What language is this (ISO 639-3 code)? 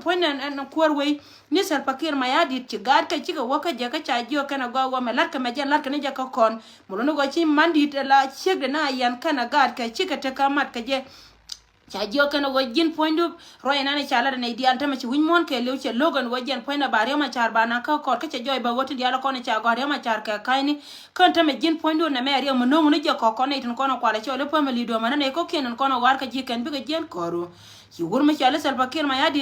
nus